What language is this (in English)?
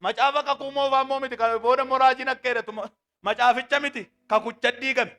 Oromo